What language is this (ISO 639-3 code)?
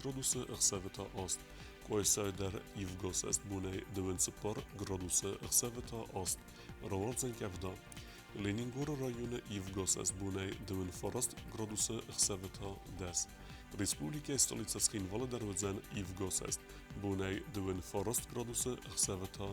oss